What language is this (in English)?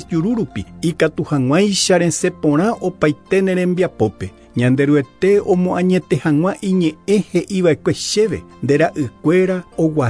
Guarani